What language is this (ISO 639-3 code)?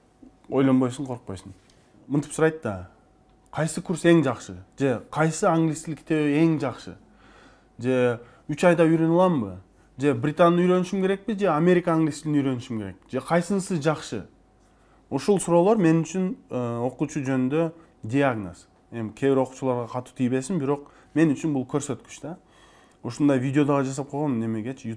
kir